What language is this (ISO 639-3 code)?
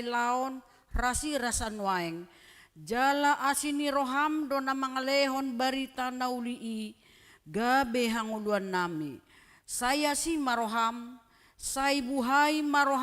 bbc